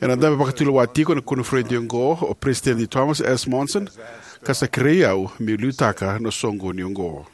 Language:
Fijian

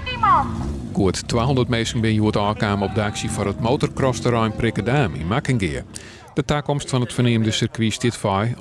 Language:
Western Frisian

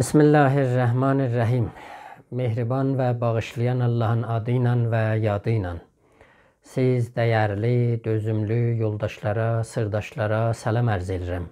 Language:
South Azerbaijani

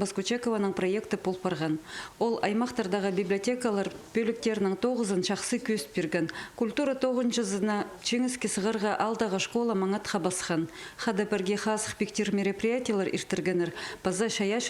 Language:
Khakas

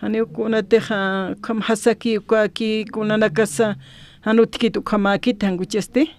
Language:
Aymara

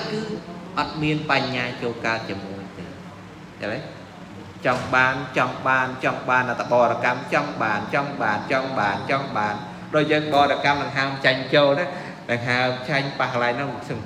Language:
Khmer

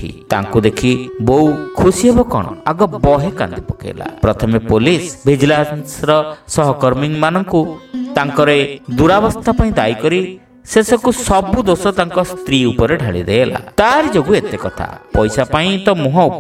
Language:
Odia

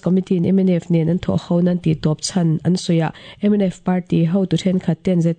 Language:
Mizo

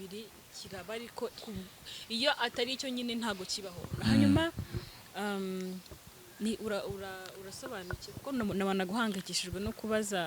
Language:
Kinyarwanda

